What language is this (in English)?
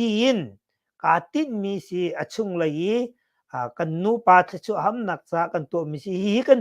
Hakha Chin